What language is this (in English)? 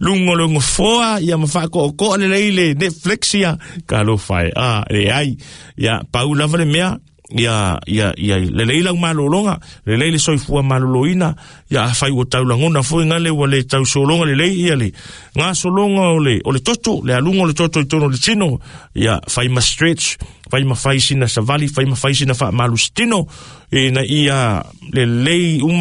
Samoan